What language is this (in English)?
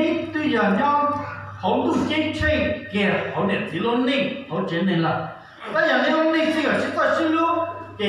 Hmong